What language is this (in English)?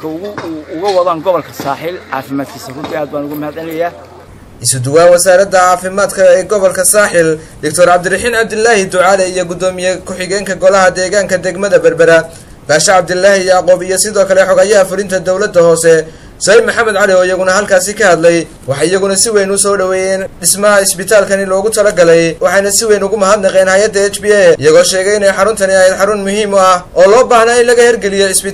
Somali